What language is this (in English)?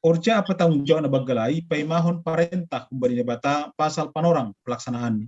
Batak Simalungun